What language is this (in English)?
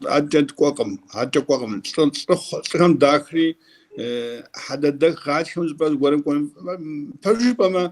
Kabardian